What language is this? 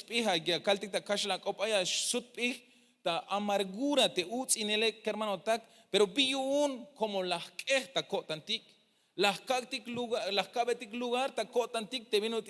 Tzeltal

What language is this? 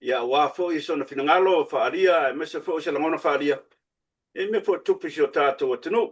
Samoan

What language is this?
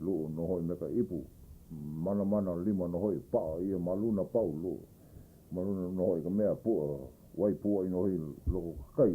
Hawaiian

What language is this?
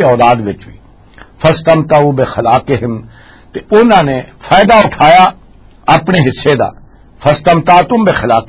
Western Panjabi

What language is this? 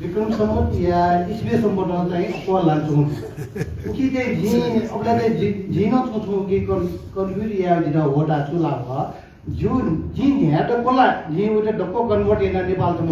Newari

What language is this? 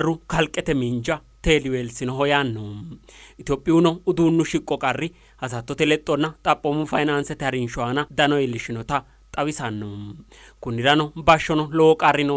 Sidamo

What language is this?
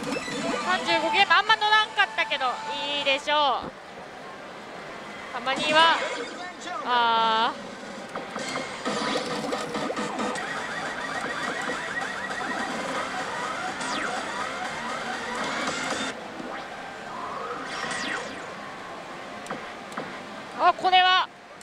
Japanese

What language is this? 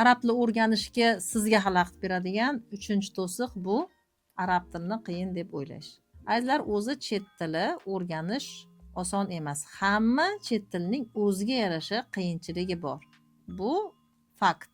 Uzbek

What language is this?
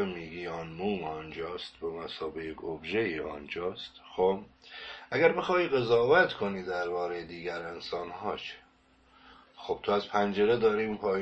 Persian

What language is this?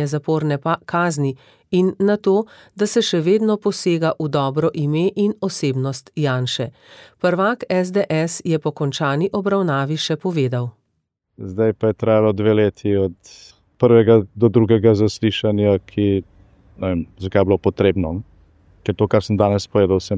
Slovenian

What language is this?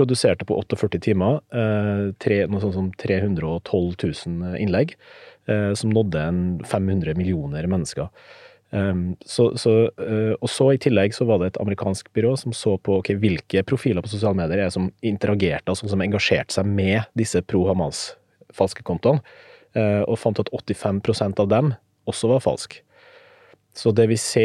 Norwegian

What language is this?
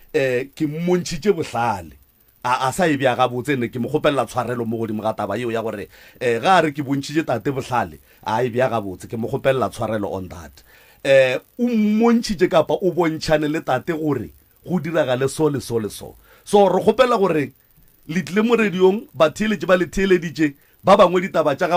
Northern Sotho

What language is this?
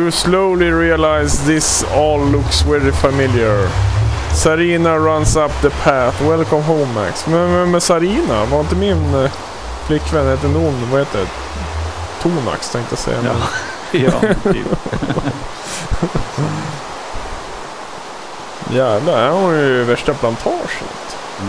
Swedish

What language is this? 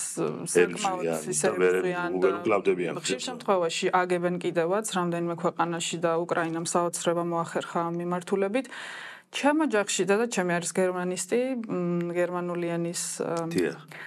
Georgian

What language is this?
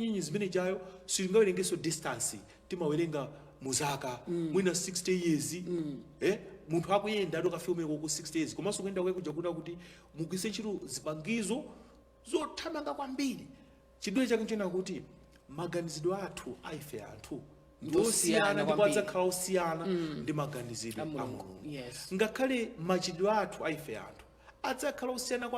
Nyanja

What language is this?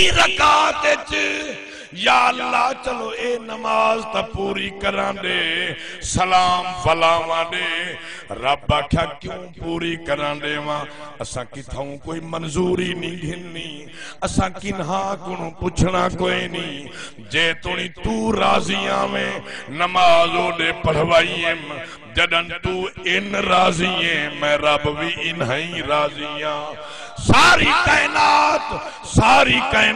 Saraiki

